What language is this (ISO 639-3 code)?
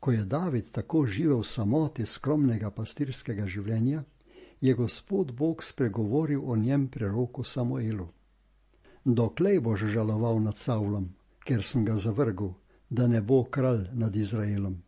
slv